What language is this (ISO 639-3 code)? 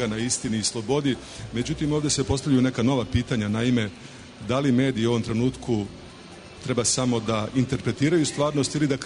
srp